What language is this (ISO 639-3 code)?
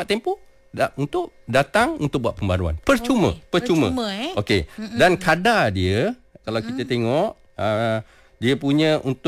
msa